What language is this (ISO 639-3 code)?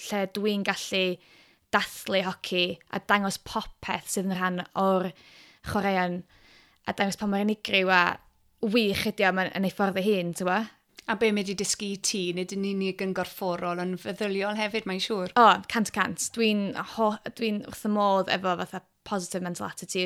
cym